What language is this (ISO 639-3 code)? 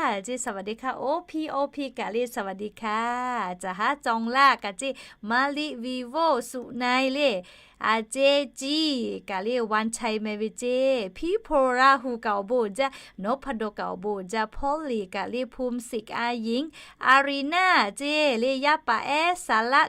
lhu